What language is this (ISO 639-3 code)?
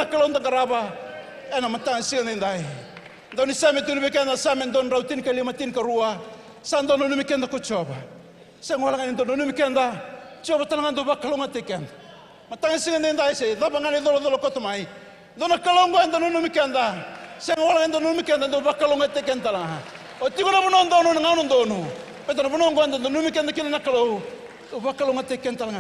fij